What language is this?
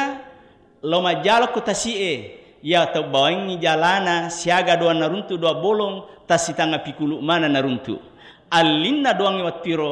Buginese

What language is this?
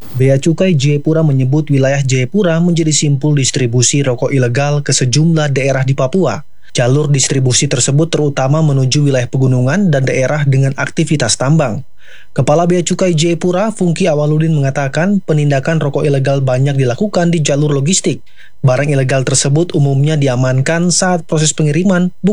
Indonesian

